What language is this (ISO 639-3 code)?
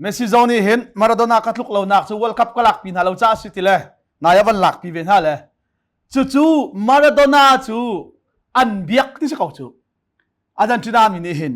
cnh